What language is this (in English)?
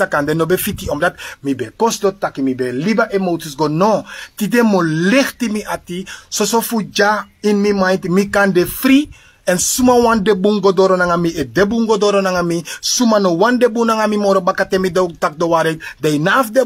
Sranan Tongo